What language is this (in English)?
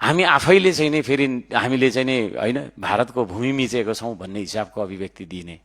Nepali